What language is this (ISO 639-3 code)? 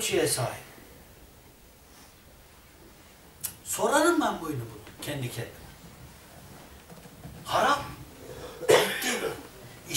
tur